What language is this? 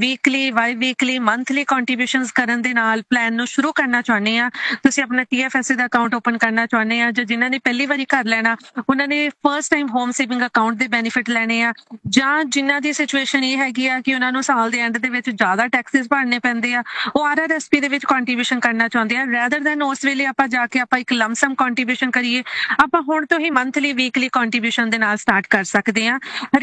Punjabi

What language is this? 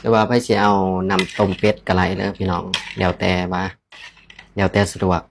Lao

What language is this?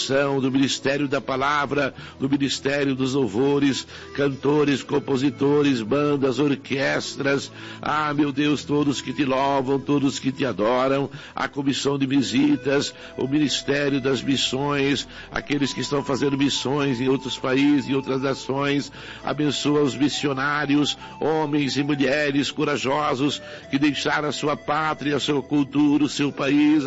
Portuguese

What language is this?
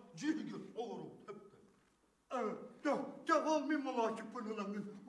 Yakut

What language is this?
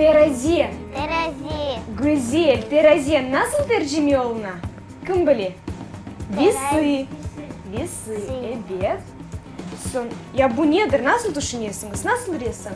Crimean Tatar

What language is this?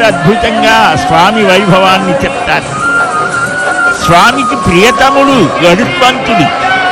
Telugu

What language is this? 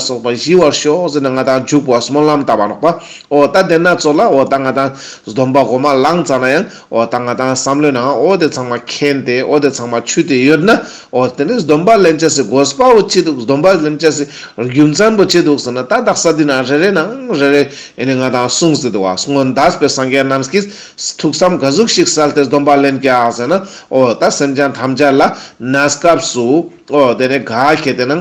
Ladakhi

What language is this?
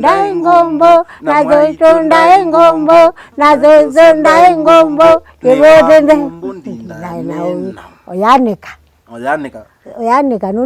Kamba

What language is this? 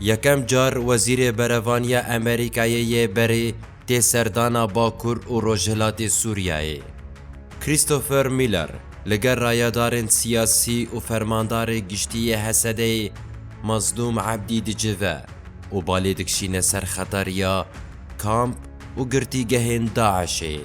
Kurdish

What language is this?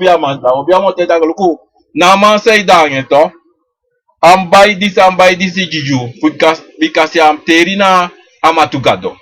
Sranan Tongo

